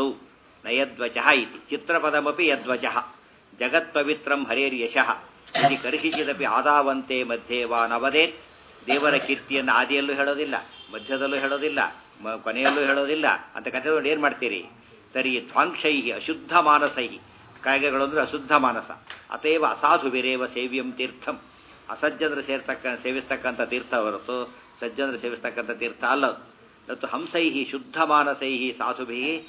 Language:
Kannada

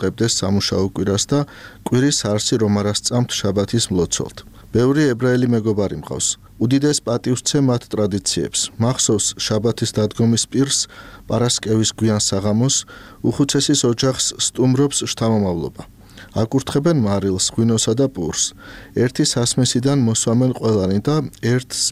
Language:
Georgian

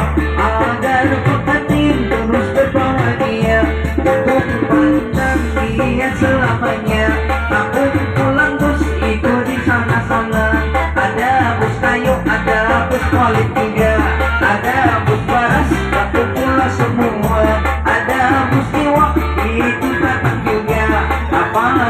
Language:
Banjar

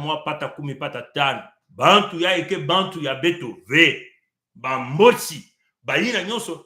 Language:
Kituba (Congo)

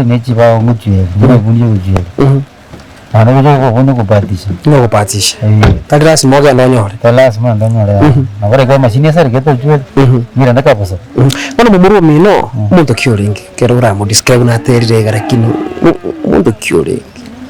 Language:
Gusii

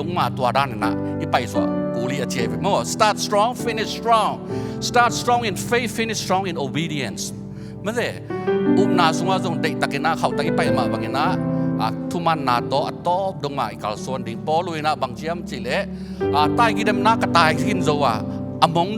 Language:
Tedim Chin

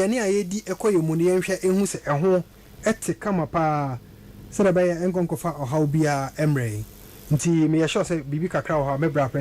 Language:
Akan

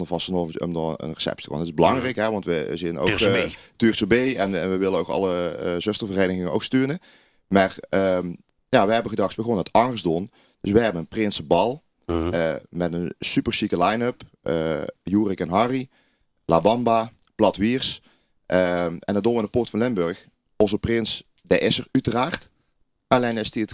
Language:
Limburgish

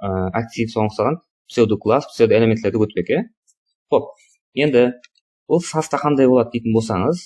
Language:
Kara-Kalpak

